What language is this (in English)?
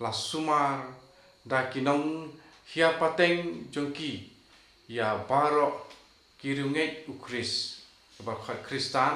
Khasi